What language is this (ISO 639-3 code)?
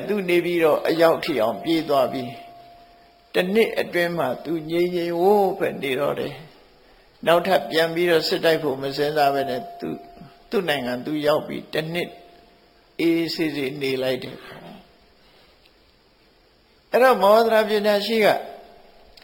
mya